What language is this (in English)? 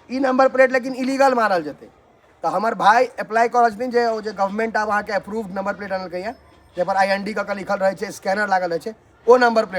Maithili